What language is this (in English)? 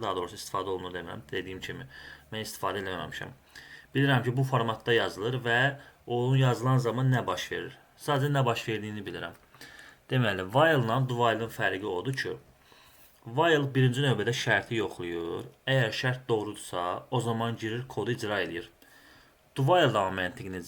Azerbaijani